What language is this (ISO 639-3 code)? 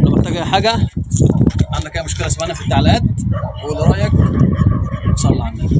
arz